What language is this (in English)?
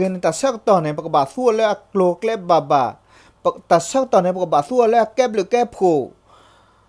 S'gaw Karen